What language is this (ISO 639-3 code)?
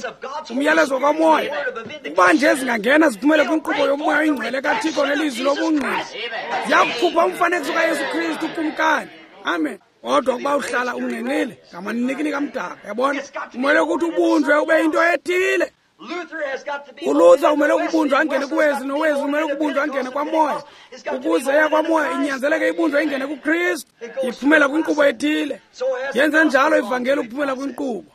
xho